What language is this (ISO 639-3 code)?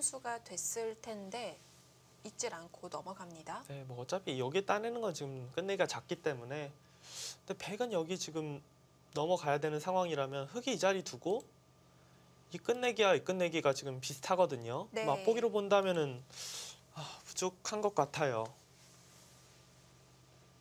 kor